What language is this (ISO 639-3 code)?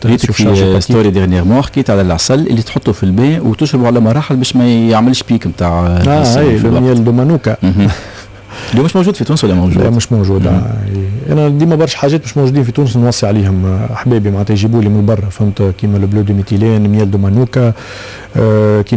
aeb